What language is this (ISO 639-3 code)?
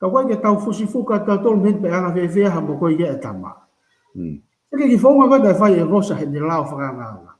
ton